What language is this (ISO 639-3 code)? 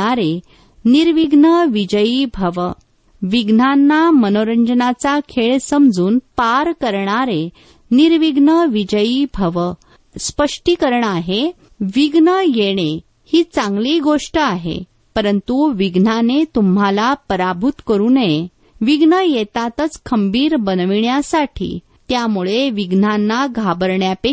mar